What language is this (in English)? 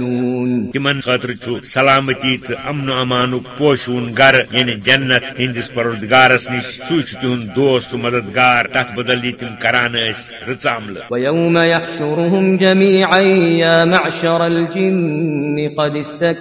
Kashmiri